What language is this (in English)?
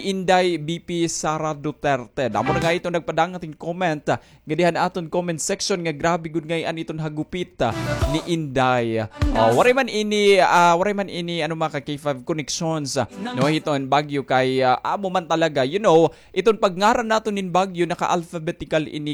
Waray